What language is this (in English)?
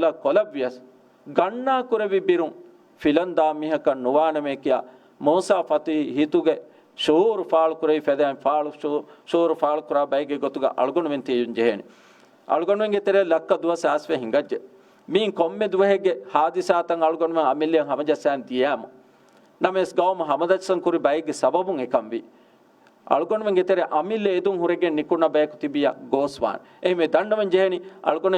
Divehi